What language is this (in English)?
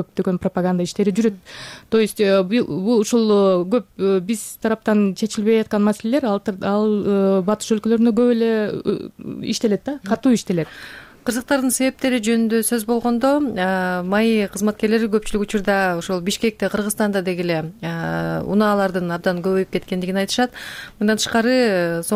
Kyrgyz